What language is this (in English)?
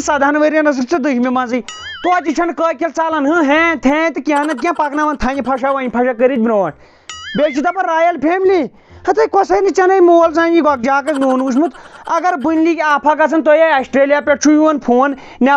Kashmiri